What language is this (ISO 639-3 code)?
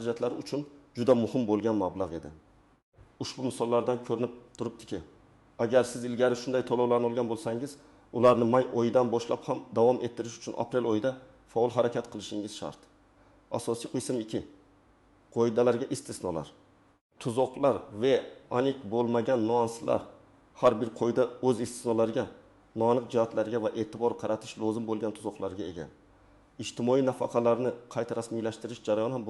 uzb